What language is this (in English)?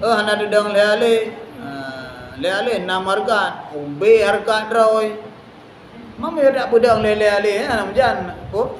Achinese